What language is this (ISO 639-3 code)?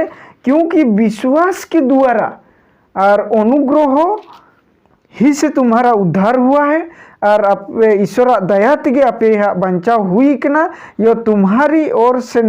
sat